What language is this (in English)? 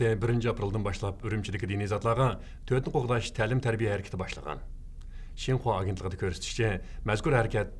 Uyghur